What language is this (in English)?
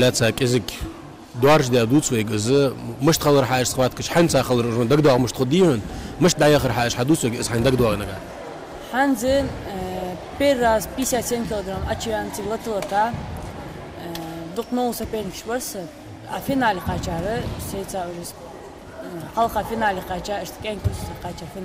Ingush